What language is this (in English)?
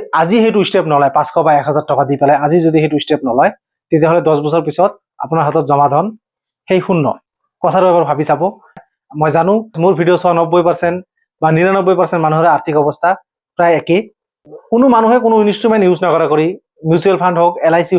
Assamese